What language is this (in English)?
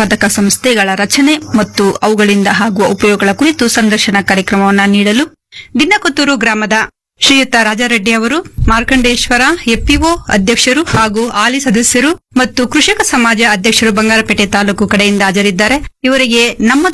Kannada